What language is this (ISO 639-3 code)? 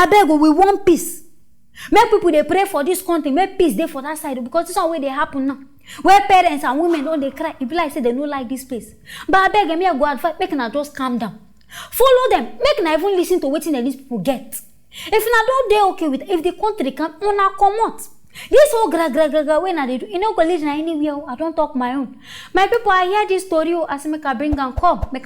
pcm